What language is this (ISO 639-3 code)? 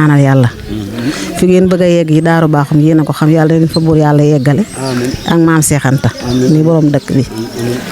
wol